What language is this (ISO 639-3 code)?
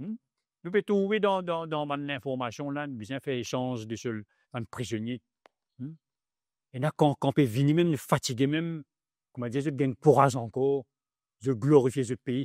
mfe